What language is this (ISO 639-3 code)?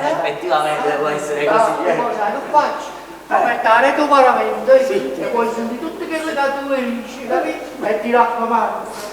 nap